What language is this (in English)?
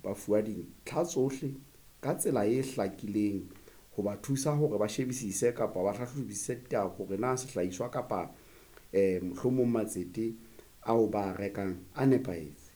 Southern Sotho